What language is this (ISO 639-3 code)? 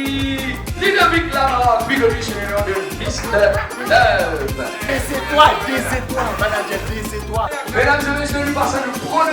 mfe